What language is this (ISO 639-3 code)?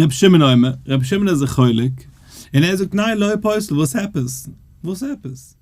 yid